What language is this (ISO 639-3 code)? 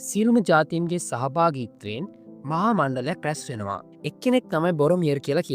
sin